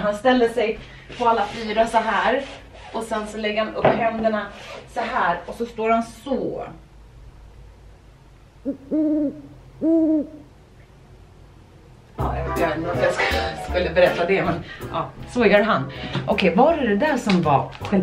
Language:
Swedish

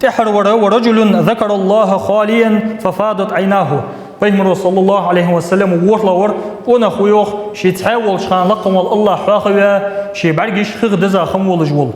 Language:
Ingush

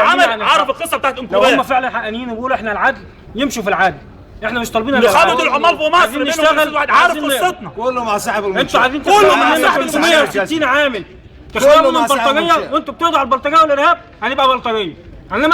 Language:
Egyptian Arabic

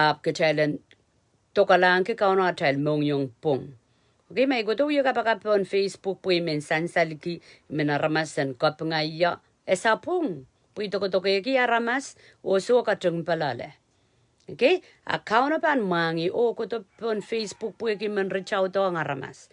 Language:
Pohnpeian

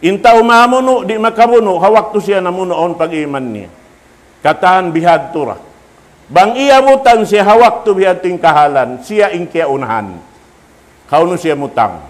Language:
Tausug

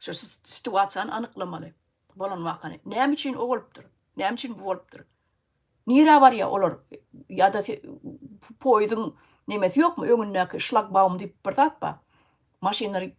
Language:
Turkmen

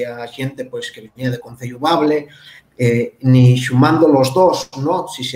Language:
Asturian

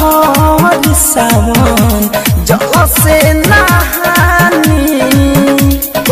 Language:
Bhojpuri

